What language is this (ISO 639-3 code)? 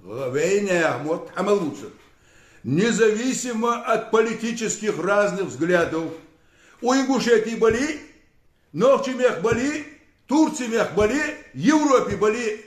inh